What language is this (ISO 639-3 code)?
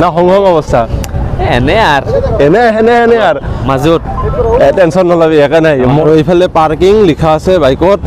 asm